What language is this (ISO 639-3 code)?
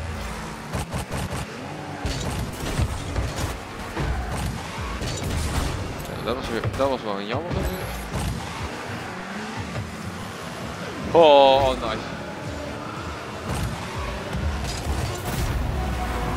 nld